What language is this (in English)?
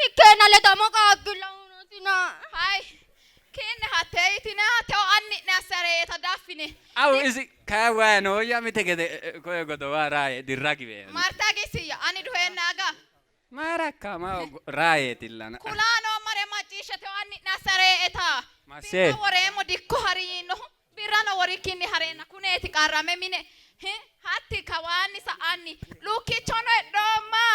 Sidamo